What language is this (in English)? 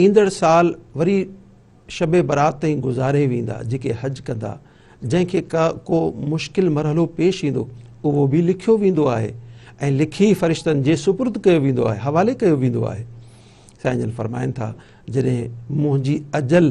Sindhi